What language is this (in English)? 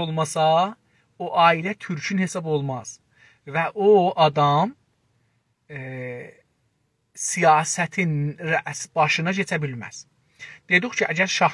South Azerbaijani